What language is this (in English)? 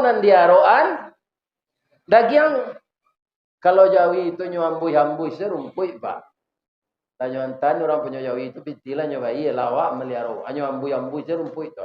Minangkabau